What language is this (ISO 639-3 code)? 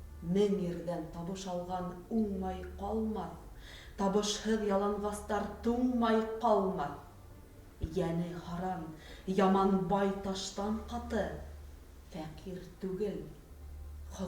bak